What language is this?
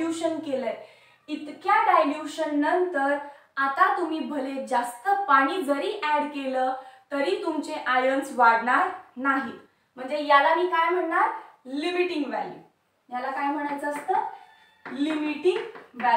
Marathi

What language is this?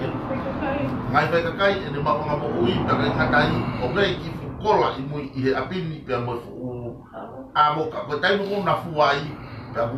Tongan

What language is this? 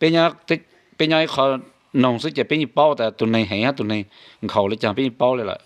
Hmong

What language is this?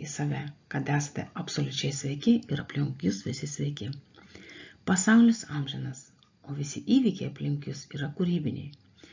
Lithuanian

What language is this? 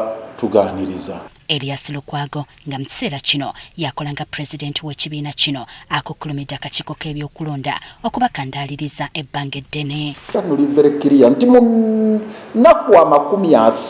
Ganda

